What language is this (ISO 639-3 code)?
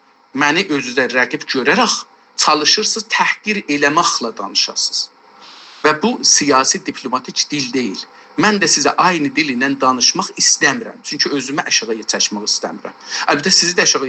azb